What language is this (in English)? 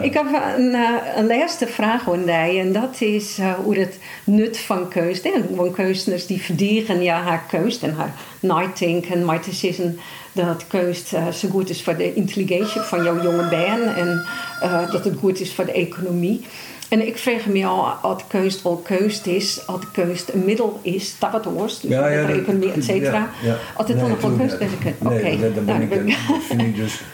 Western Frisian